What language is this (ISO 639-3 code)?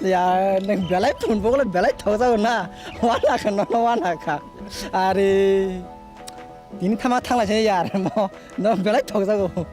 trp